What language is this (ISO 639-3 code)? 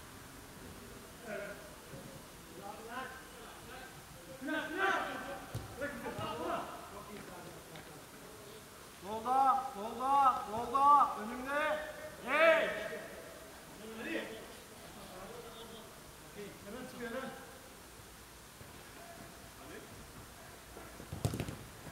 tur